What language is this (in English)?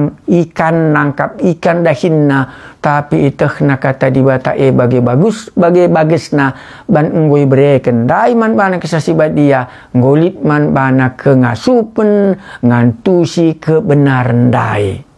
Batak Karo